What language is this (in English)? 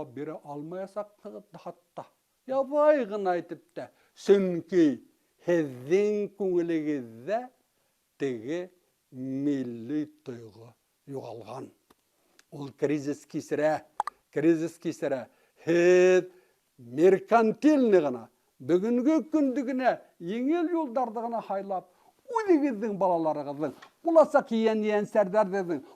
Bashkir